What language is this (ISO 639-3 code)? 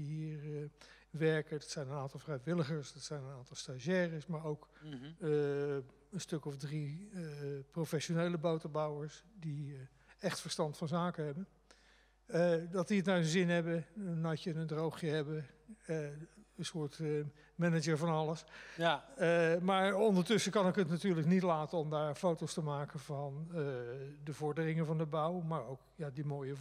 nld